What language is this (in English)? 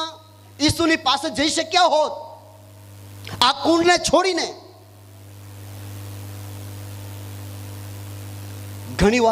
Gujarati